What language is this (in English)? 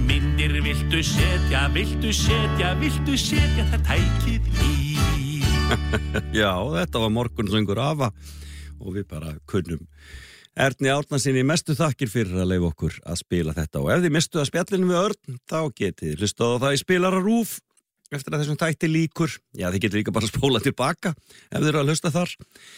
Icelandic